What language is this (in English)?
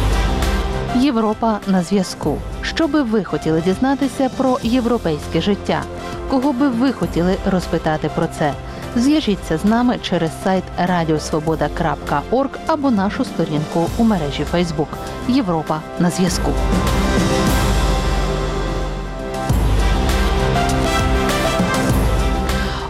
Ukrainian